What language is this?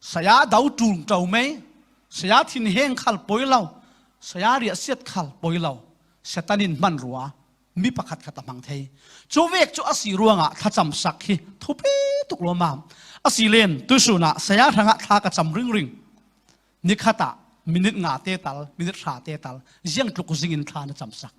Falam Chin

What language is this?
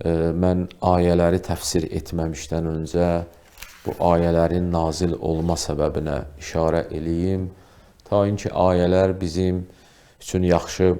Azerbaijani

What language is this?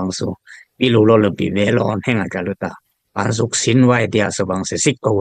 Dimasa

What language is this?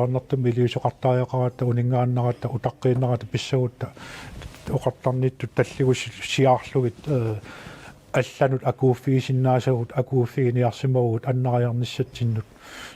Kalaallisut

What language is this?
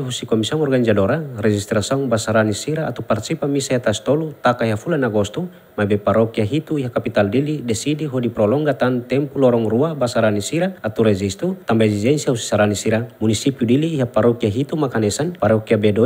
Tetum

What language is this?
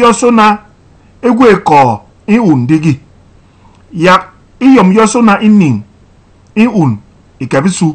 Basaa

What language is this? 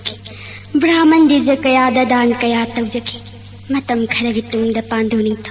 Manipuri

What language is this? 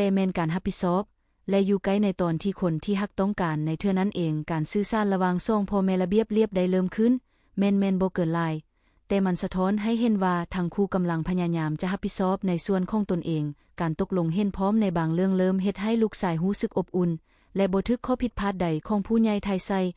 Lao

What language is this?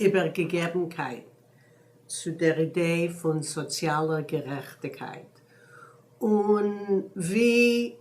Yiddish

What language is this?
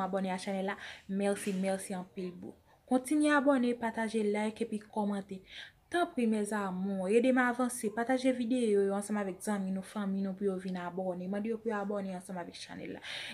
Haitian Creole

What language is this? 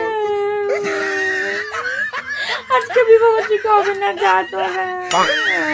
Bangla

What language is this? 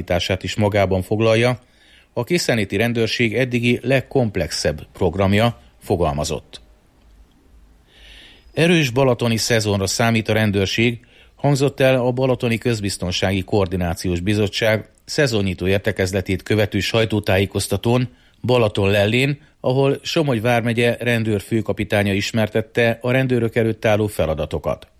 Hungarian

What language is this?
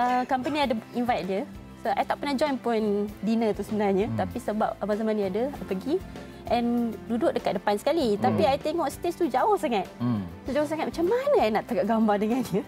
Malay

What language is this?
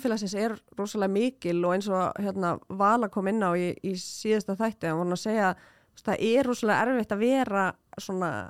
Icelandic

